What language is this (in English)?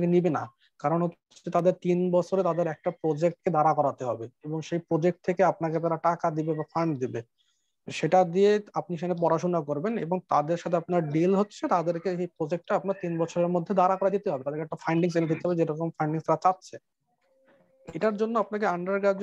Bangla